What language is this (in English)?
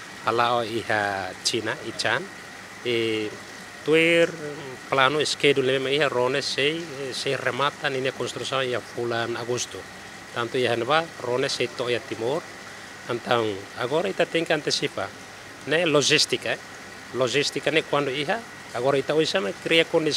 Tetum